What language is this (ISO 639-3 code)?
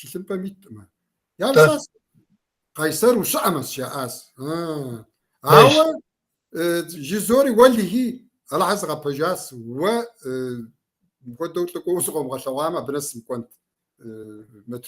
kbd